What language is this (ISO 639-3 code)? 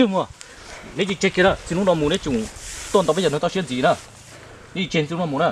hmn